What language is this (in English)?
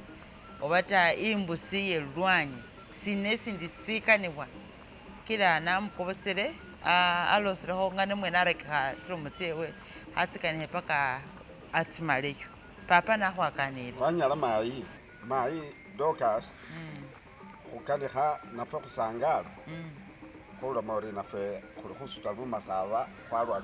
Masaaba